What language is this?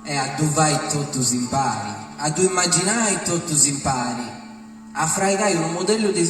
Sardinian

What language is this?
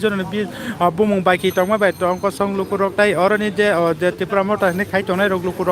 Kok Borok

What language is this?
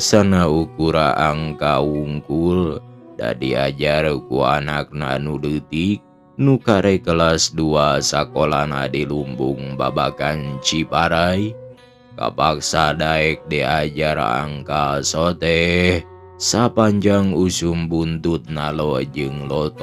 Sundanese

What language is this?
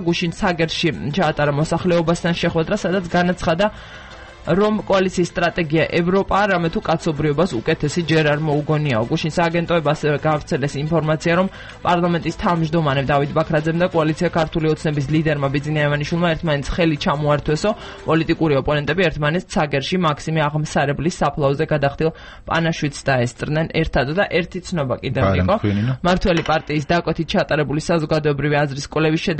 Georgian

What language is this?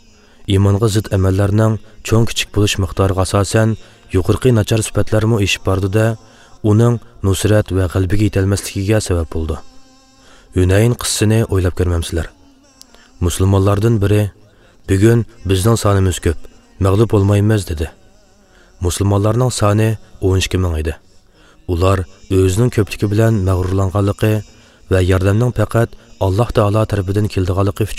Uyghur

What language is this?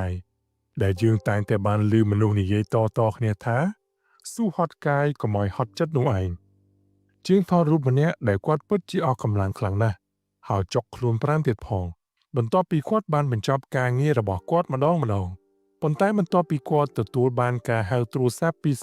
Khmer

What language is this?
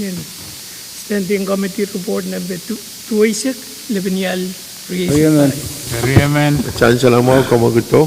Pohnpeian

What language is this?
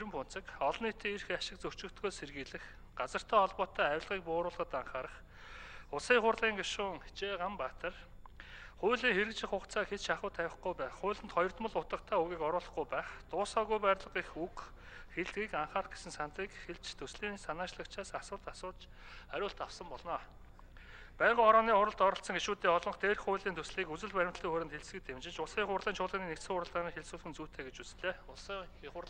Mongolian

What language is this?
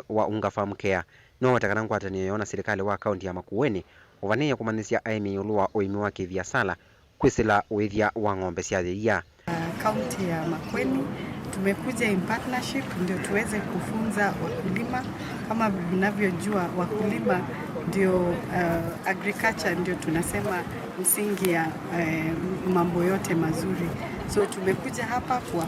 Kamba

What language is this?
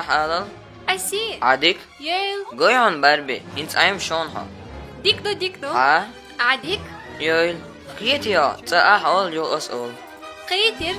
Chechen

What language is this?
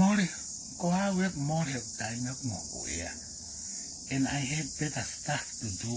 Tongan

